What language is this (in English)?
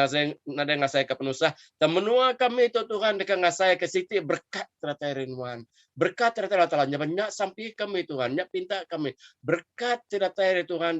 Iban